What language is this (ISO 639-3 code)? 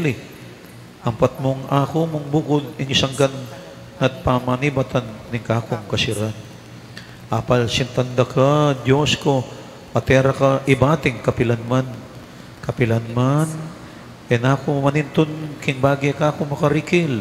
pam